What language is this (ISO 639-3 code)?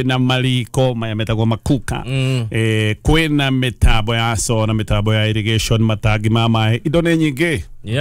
kik